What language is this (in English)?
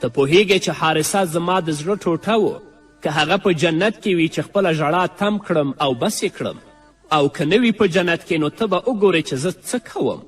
Pashto